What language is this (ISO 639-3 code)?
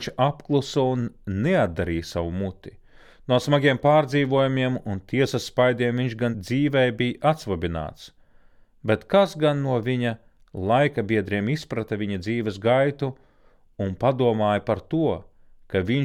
lav